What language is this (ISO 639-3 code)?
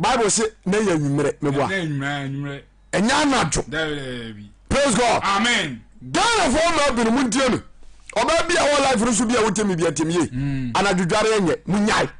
aka